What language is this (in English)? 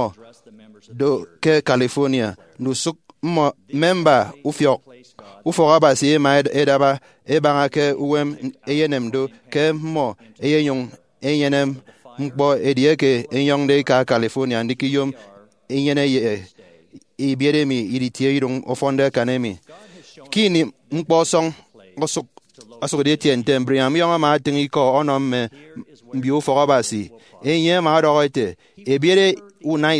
Efik